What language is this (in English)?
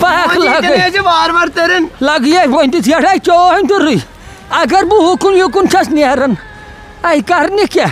Kashmiri